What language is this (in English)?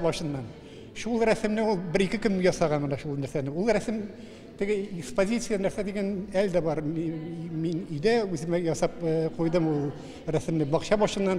Tatar